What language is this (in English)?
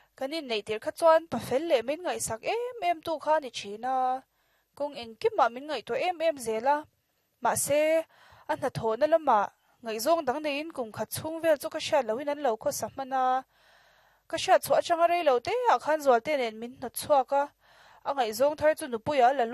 Mizo